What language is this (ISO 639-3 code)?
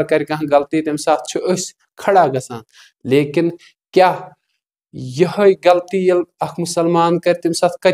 kas